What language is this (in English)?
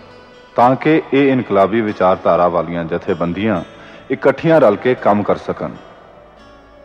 Punjabi